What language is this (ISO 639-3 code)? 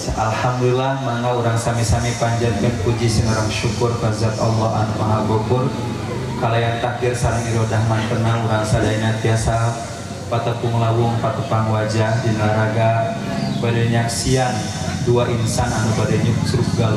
sun